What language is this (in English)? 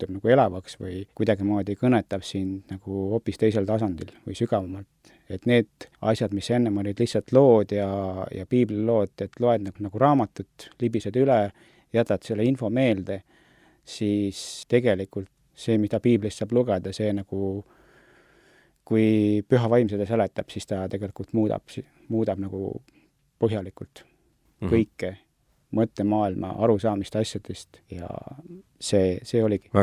Estonian